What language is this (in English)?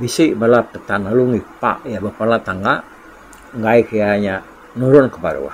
Iban